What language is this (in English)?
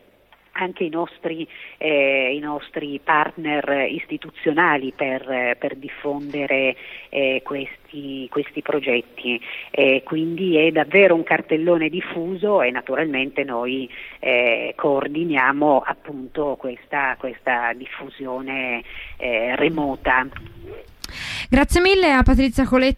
Italian